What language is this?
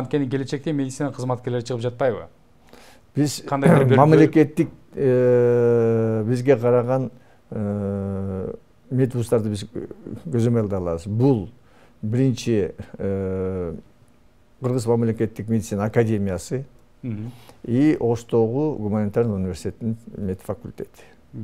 Kyrgyz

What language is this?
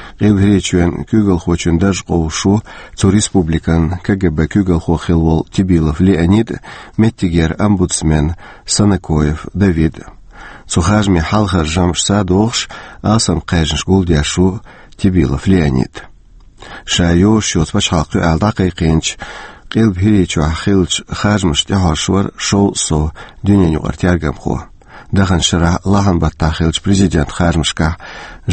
Chechen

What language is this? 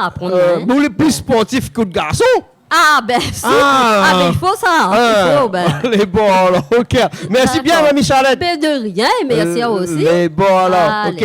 Réunion Creole French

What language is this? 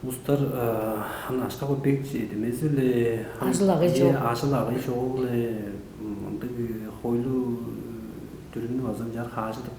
Tuvinian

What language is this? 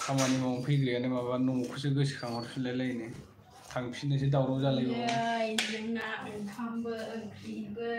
Bodo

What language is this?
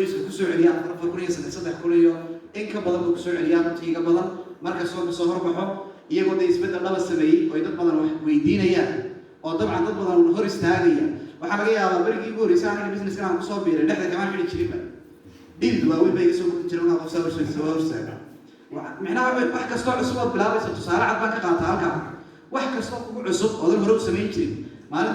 Somali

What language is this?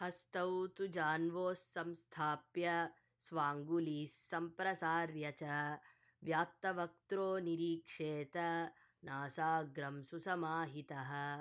Sanskrit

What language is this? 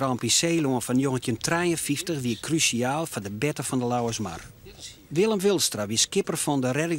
Western Frisian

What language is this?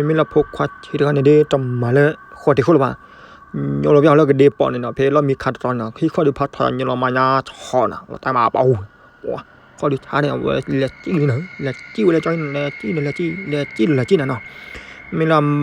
S'gaw Karen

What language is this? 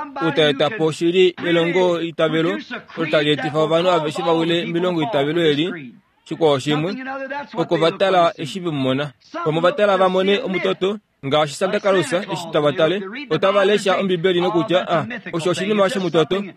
Kuanyama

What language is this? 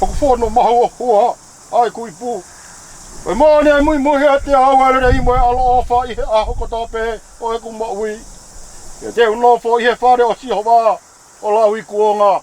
Tongan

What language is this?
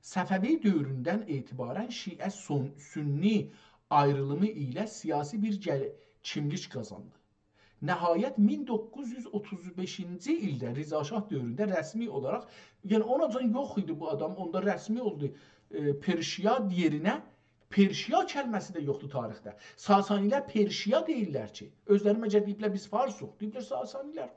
South Azerbaijani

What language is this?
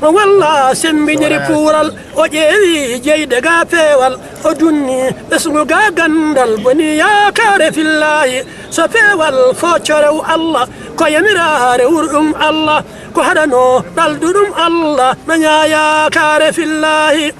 Fula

